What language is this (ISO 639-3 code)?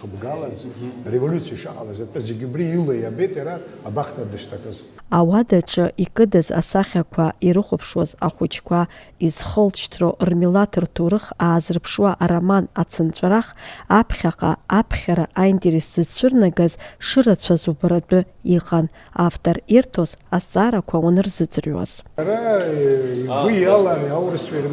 abk